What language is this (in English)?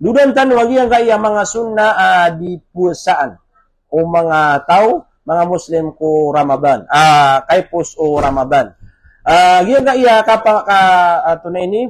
Maranao